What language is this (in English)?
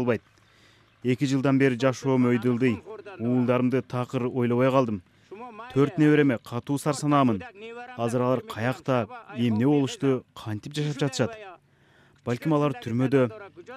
Kyrgyz